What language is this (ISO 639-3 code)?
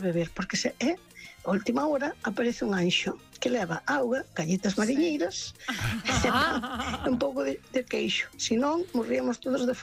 glg